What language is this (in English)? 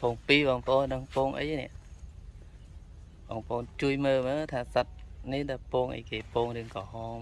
Khmer